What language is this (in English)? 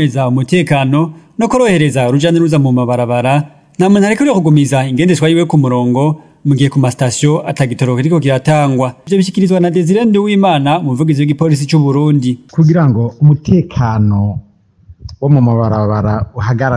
Rundi